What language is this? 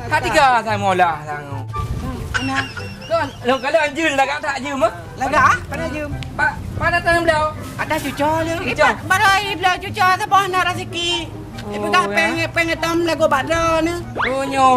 Achinese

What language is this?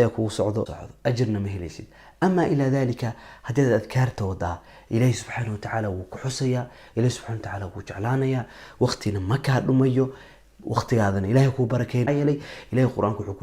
Somali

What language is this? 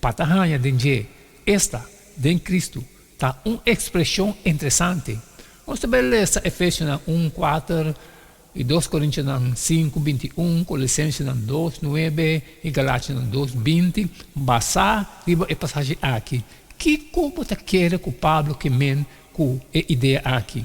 Papiamento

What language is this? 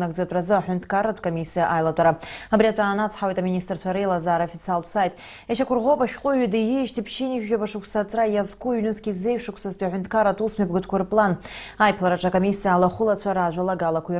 Abkhazian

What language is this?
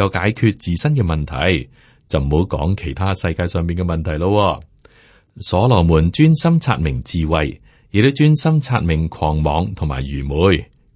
Cantonese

